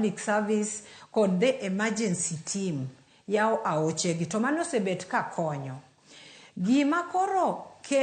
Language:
Luo (Kenya and Tanzania)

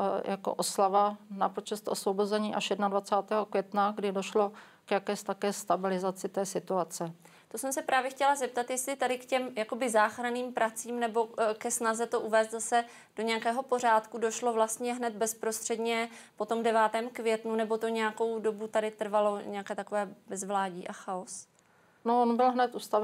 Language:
Czech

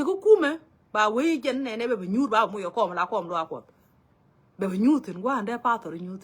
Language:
Nuer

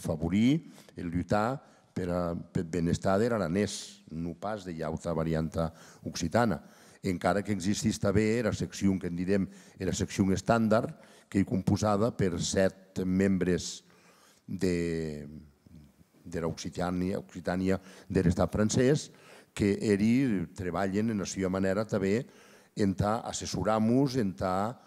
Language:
Occitan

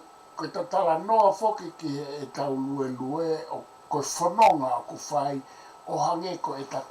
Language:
Tongan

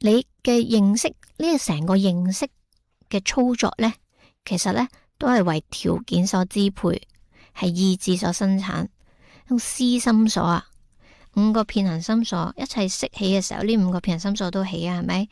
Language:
Cantonese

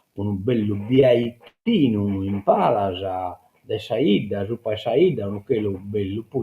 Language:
Sardinian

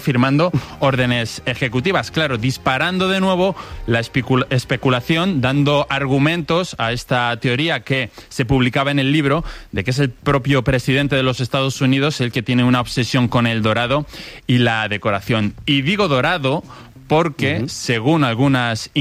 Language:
Spanish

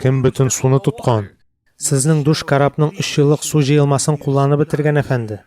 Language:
Tatar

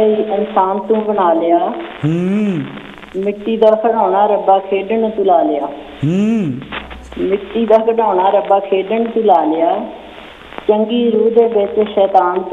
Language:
Punjabi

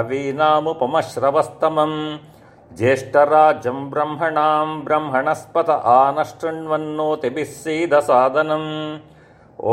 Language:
Sanskrit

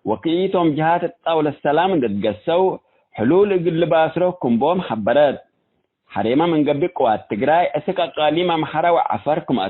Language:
Tigre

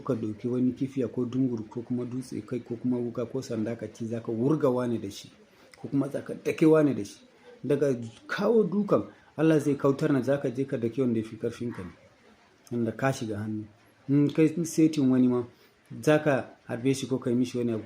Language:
Hausa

